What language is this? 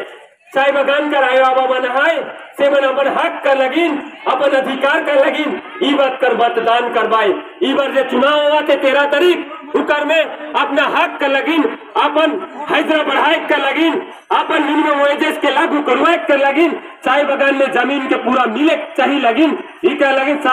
Sadri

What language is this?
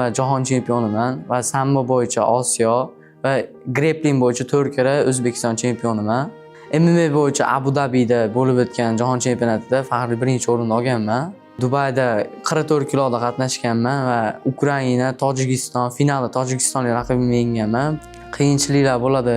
Uzbek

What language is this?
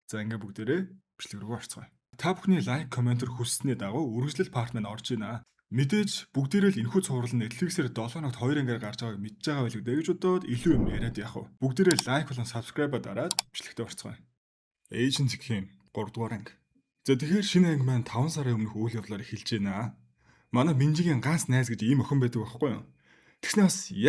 Mongolian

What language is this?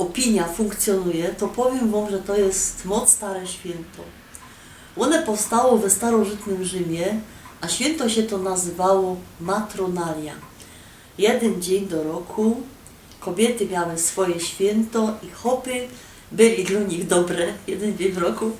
Silesian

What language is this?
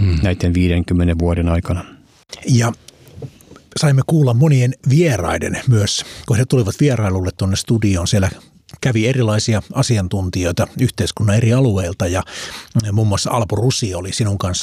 Finnish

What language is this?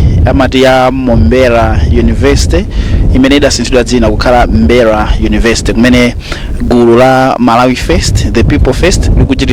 Nyanja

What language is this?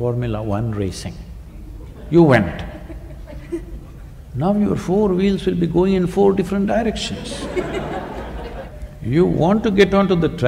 English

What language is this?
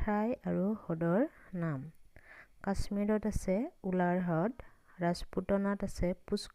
Assamese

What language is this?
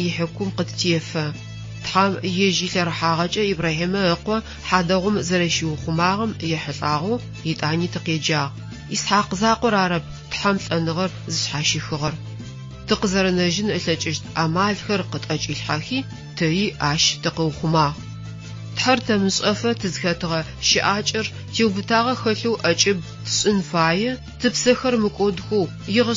Adyghe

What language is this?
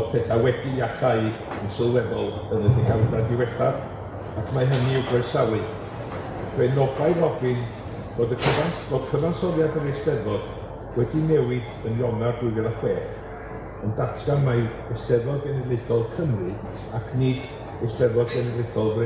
Welsh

